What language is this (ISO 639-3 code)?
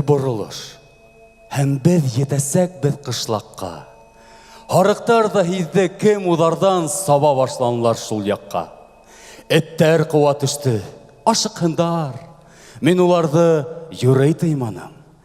bak